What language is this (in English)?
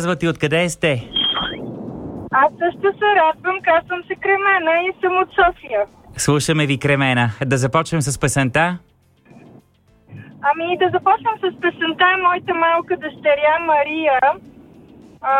Bulgarian